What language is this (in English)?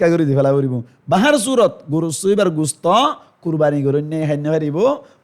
Rohingya